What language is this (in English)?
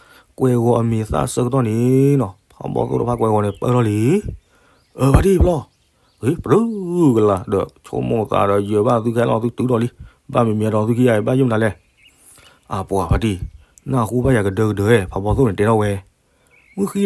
S'gaw Karen